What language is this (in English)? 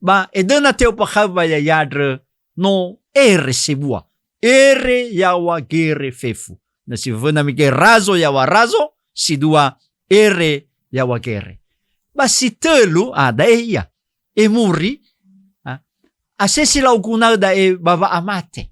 Nias